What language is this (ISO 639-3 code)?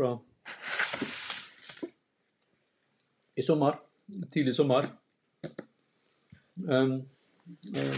nor